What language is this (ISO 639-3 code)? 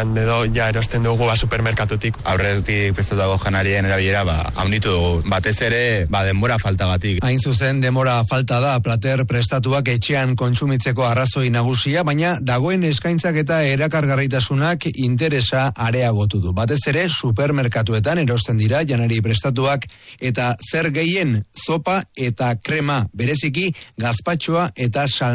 eus